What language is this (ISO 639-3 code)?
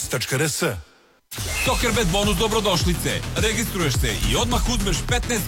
srp